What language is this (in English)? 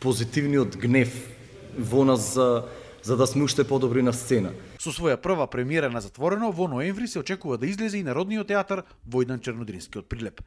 Macedonian